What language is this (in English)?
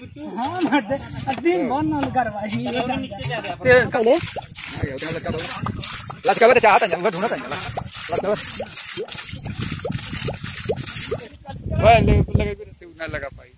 Bhojpuri